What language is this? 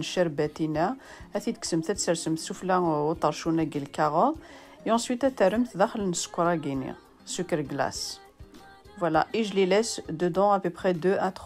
Kabyle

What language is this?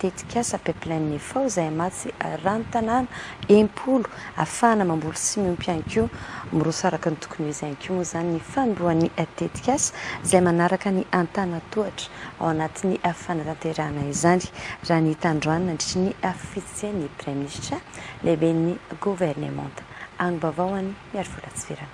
Malagasy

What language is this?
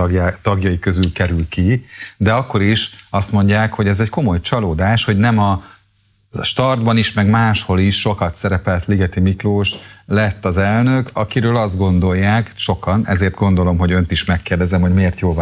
Hungarian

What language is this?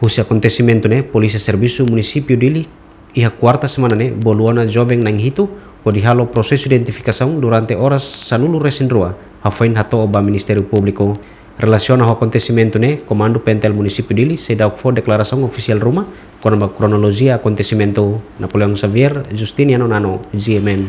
Tetum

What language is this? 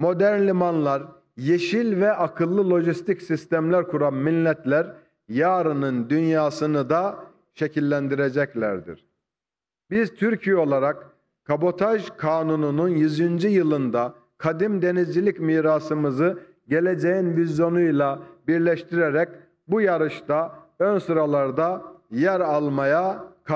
Turkish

